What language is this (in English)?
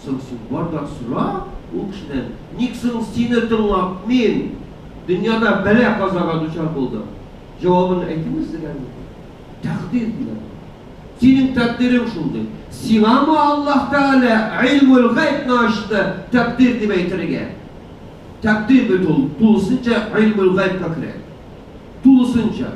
Tatar